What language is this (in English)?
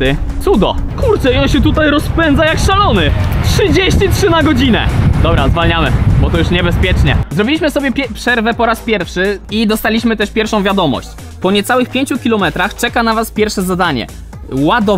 Polish